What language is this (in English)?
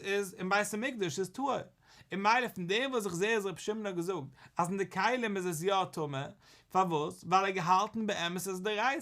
Yiddish